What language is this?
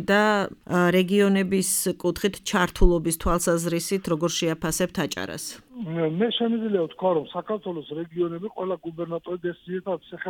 Georgian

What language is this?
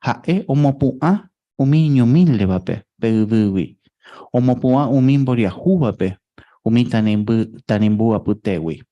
Guarani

